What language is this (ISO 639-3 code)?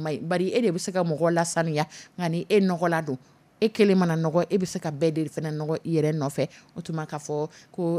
dyu